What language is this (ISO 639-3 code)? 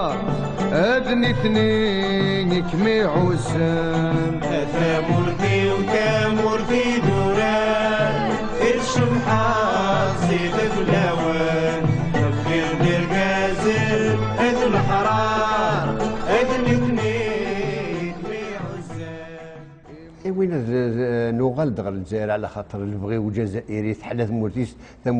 kab